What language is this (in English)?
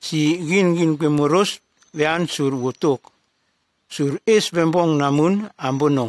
Nume